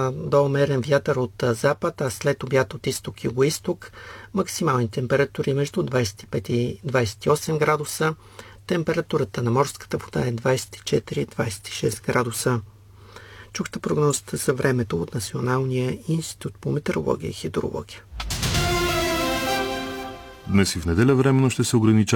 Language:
Bulgarian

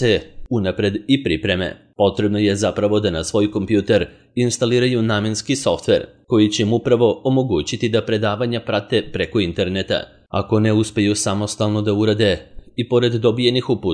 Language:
Serbian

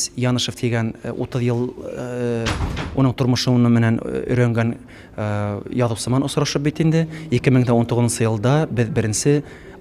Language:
Bashkir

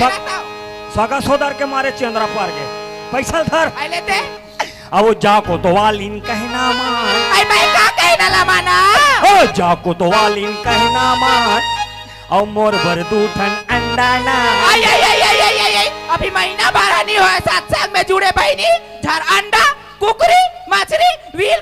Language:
Chhattisgarhi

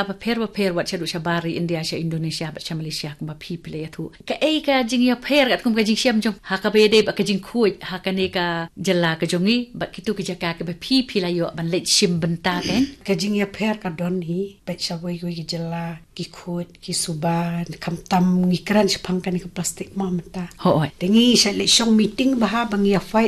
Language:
Khasi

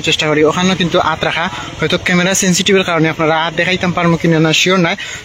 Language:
Sylheti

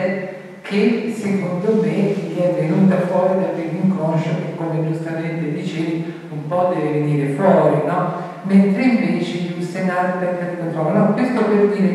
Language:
Italian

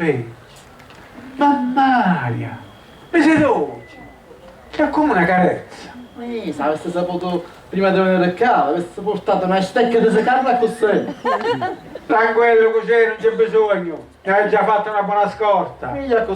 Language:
Sicilian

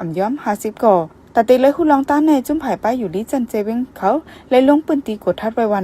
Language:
Shan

